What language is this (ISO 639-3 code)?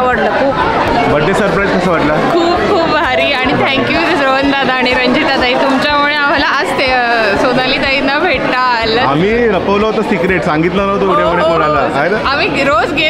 mar